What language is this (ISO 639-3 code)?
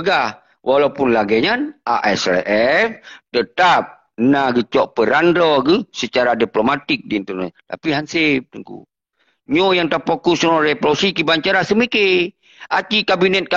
ace